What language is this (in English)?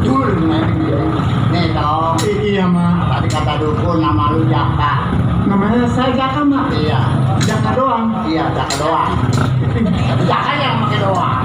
Betawi